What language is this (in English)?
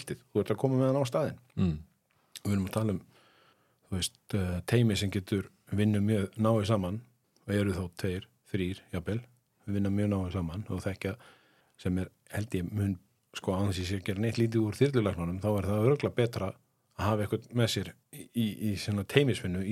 Icelandic